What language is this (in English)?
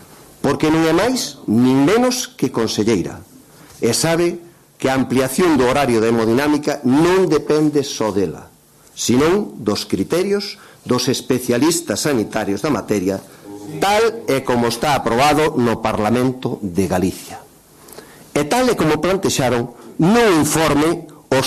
Galician